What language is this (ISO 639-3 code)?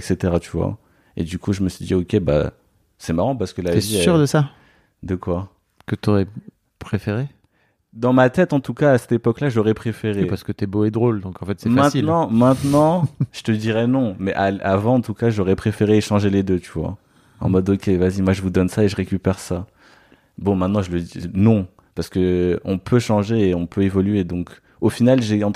fra